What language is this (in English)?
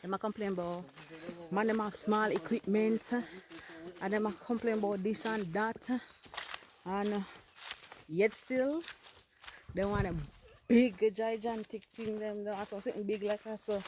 Jamaican Creole English